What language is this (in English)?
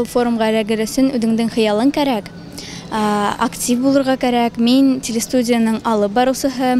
Bashkir